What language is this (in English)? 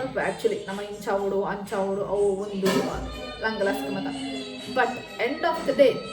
Tulu